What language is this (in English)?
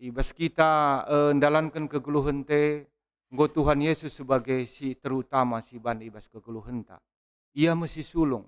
Batak Karo